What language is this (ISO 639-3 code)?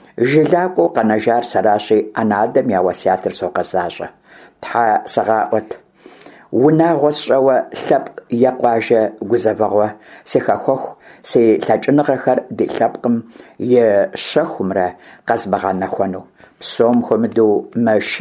kbd